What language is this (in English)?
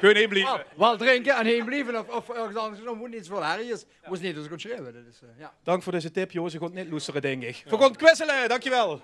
Limburgish